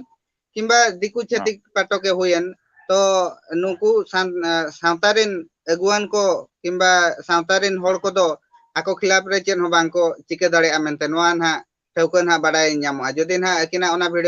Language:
Santali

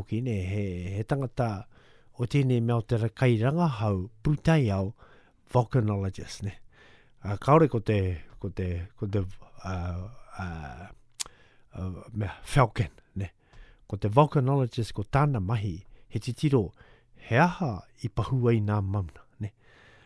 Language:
Māori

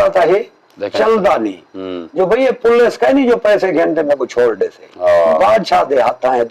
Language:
Saraiki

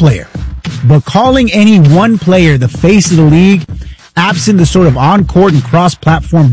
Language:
English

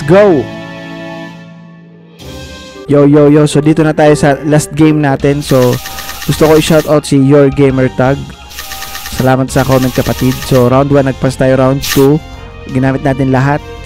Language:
Filipino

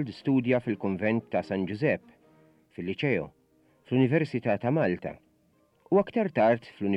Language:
Maltese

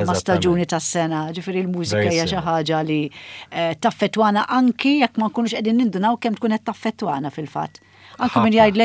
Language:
Maltese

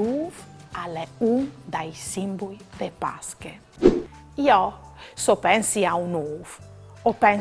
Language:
Friulian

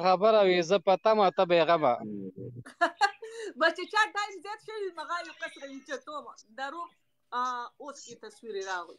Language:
Pashto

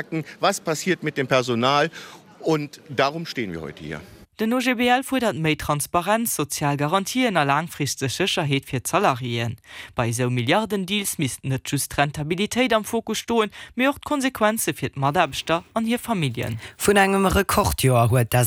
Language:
Luxembourgish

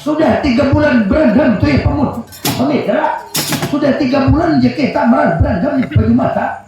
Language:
Banjar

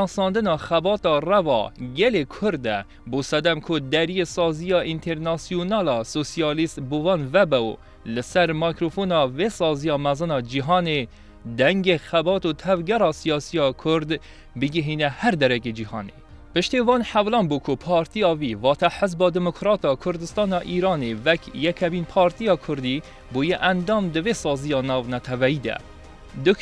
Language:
Kurdish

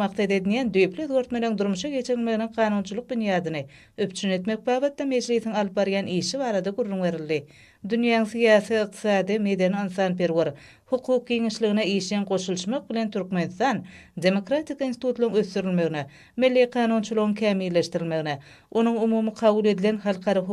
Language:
Turkmen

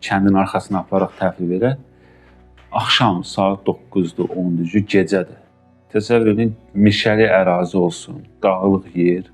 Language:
Azerbaijani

